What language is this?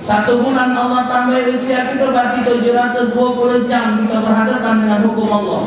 Musi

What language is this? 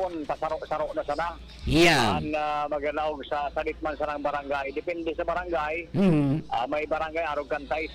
Bikol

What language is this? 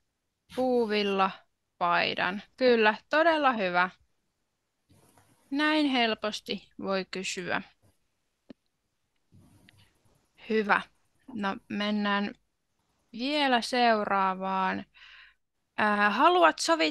Finnish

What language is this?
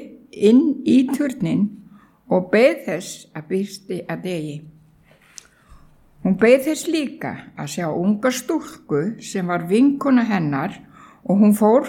Icelandic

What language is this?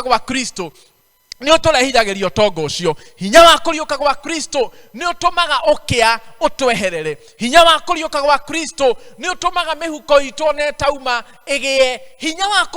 Kikuyu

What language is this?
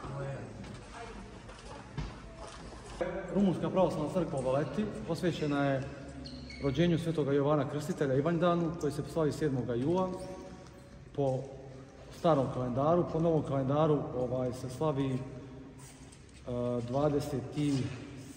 Serbian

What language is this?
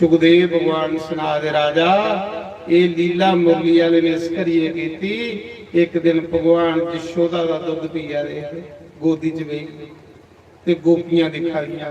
Dogri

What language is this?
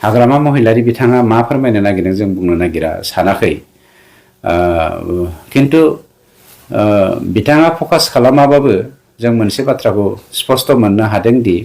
Bodo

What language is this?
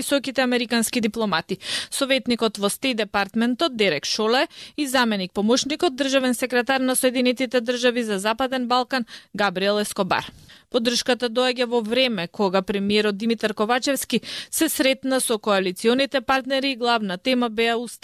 Macedonian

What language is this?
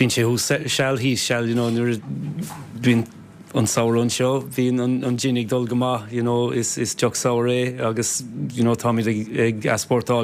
Irish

